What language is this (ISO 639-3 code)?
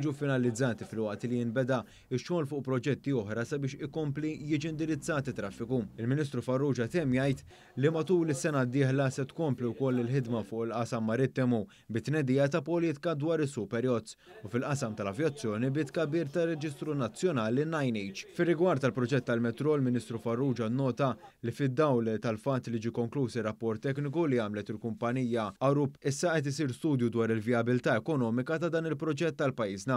mlt